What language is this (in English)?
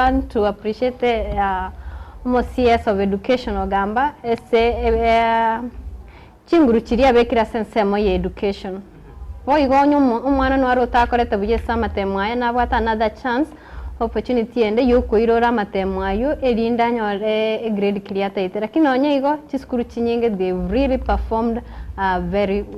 Gusii